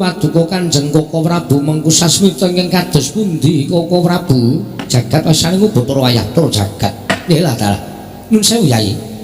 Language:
Javanese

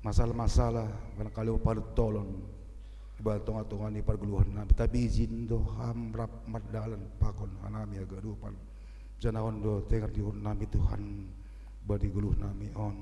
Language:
Batak Simalungun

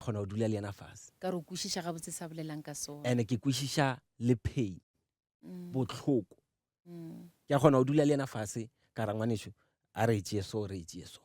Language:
Northern Sotho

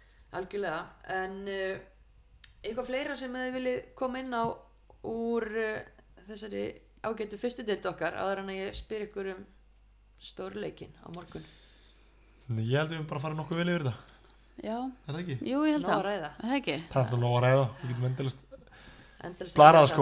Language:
Icelandic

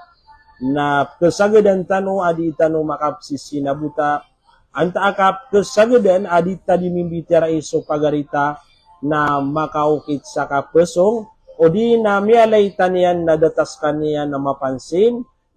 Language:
Maranao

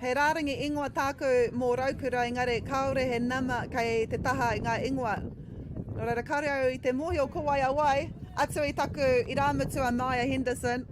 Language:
Māori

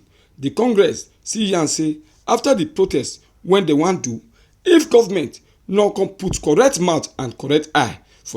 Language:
Nigerian Pidgin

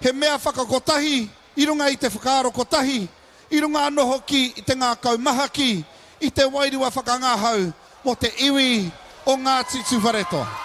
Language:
Māori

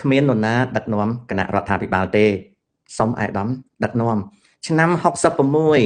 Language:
Khmer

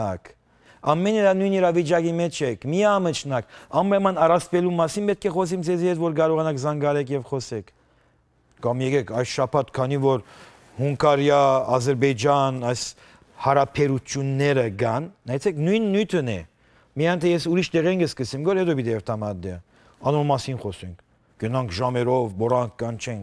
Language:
Western Armenian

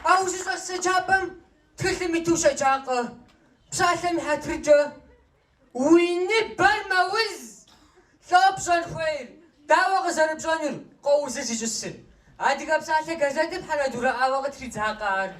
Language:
Kabardian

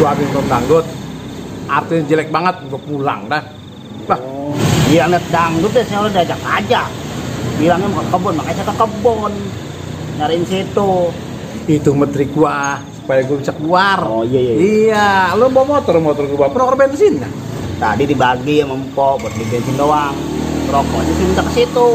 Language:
Betawi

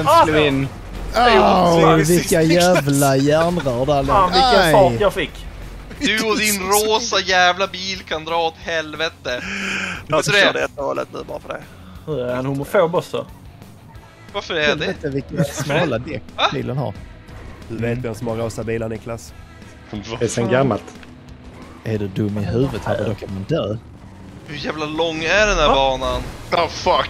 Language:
Swedish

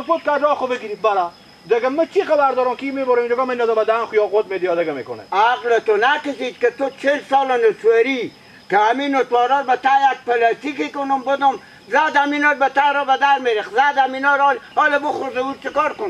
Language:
Persian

